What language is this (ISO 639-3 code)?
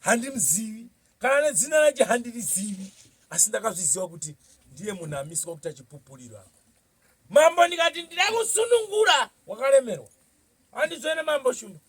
sna